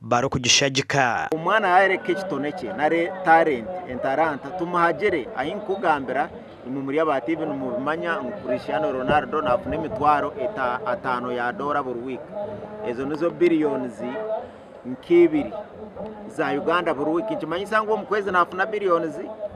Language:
Nyankole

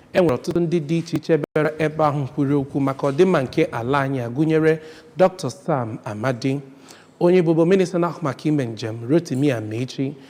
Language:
Igbo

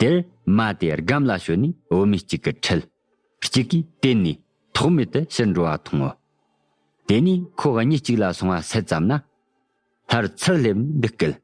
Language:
Tibetan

